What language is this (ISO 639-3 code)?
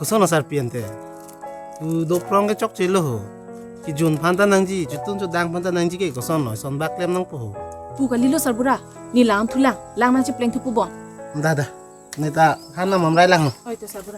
mjw